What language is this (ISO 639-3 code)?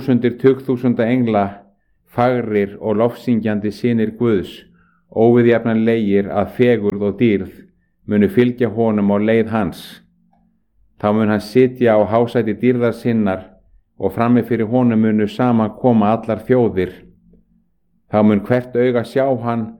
isl